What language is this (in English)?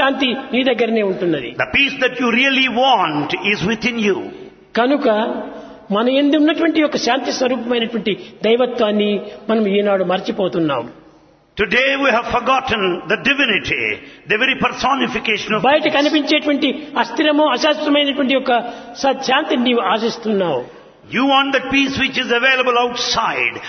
Telugu